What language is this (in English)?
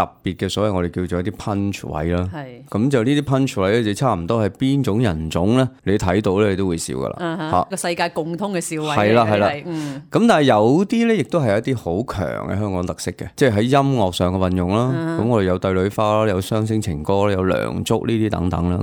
Cantonese